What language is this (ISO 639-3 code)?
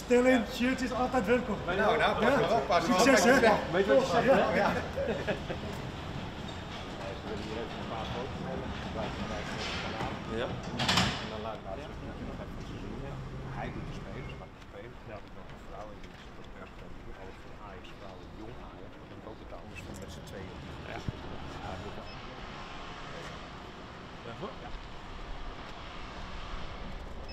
nld